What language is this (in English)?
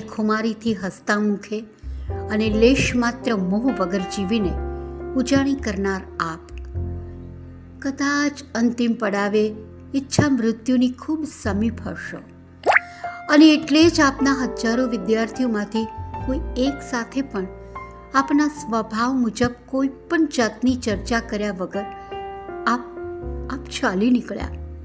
Gujarati